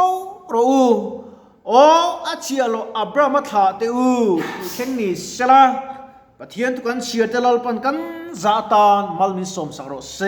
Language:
Mizo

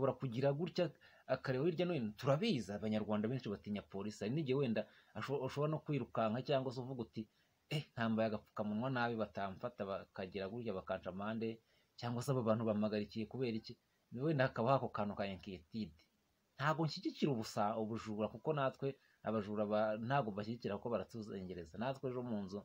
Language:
Kinyarwanda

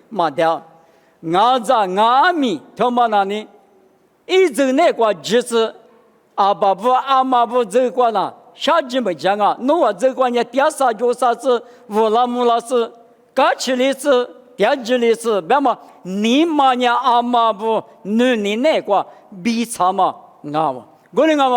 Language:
Lisu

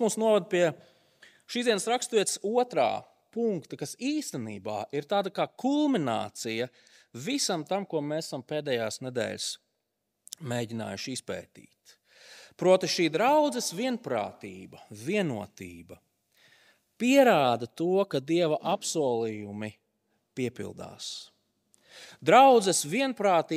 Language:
Latvian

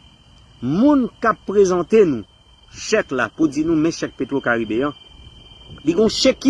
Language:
Haitian Creole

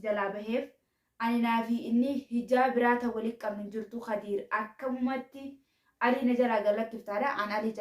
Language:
Oromo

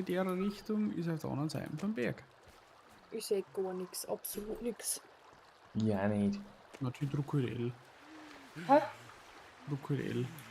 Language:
Bavarian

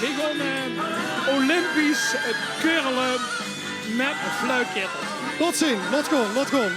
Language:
Limburgish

